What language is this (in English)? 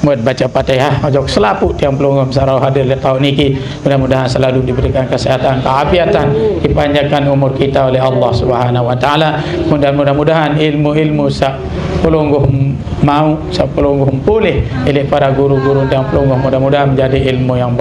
Sasak